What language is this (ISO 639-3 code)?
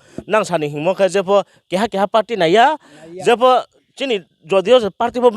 ria